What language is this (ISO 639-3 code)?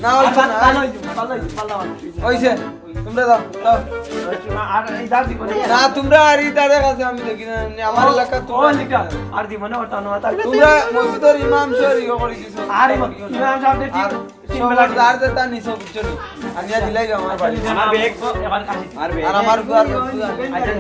syl